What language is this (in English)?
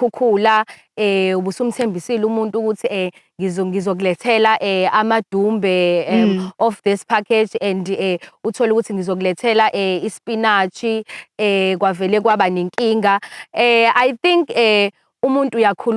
Zulu